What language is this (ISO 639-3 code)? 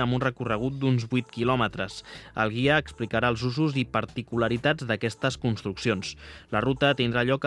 cat